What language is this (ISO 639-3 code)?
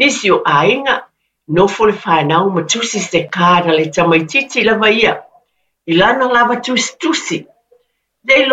smo